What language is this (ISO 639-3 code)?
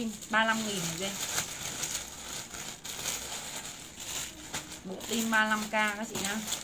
vie